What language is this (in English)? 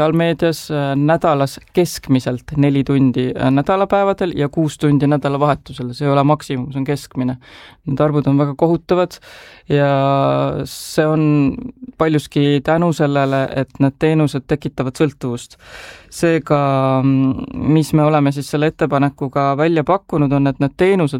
Estonian